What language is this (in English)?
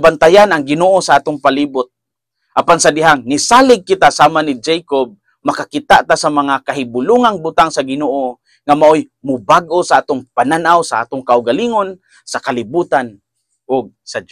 Cebuano